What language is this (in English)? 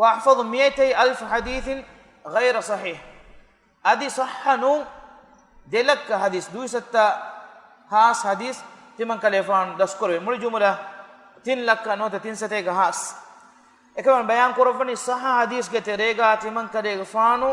Divehi